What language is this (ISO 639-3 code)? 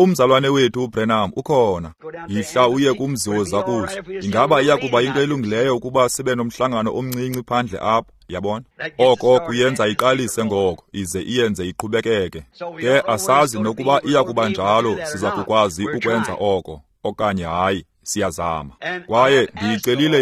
xho